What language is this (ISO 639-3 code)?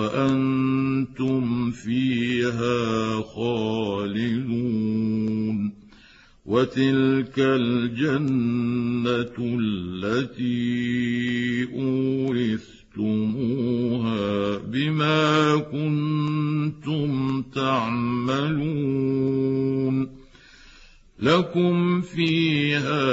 ara